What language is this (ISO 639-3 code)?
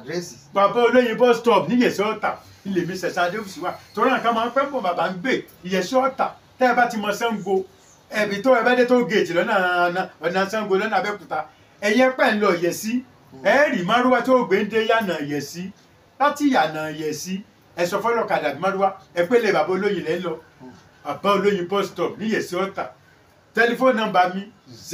yor